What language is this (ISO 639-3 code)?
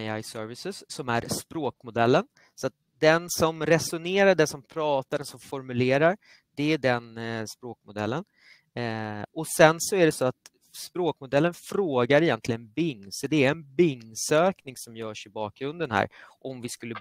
swe